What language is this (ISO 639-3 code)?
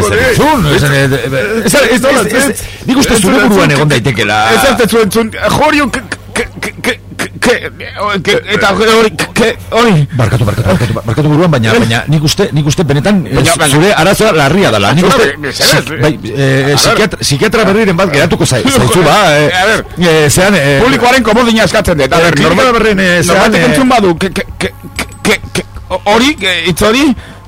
eus